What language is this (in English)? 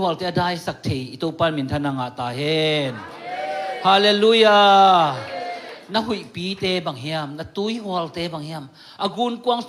Tedim Chin